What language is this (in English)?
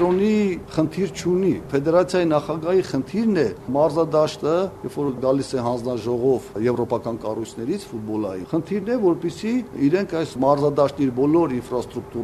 Armenian